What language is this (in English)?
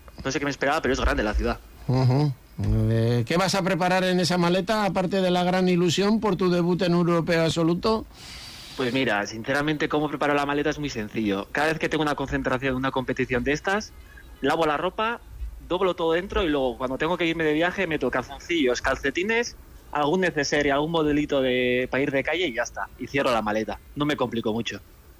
Spanish